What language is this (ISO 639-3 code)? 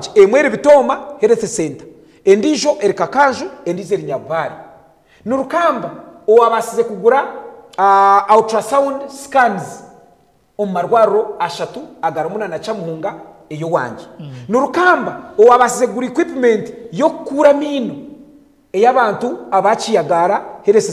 nyn